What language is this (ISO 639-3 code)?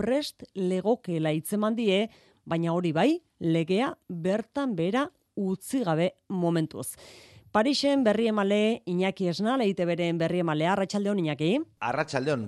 eus